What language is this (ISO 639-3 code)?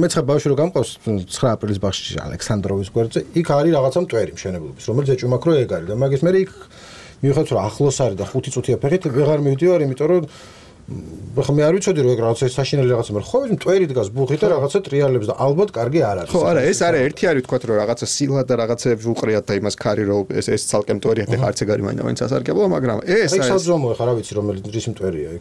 kat